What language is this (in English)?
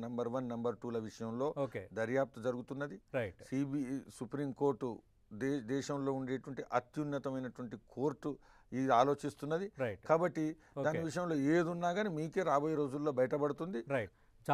Telugu